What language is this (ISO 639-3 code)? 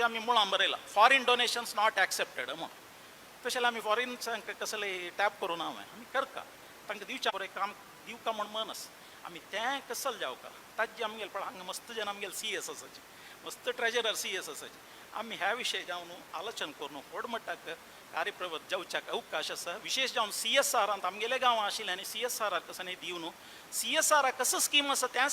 kok